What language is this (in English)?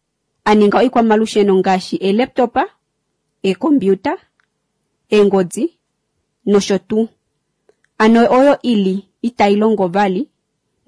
Kuanyama